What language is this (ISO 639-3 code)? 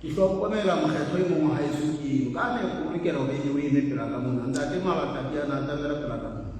sot